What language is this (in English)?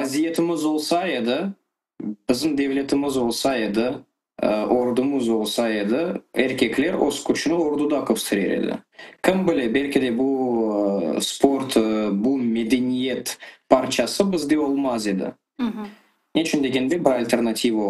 Crimean Tatar